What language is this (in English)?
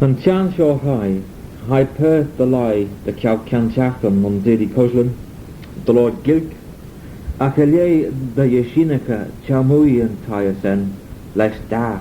Manx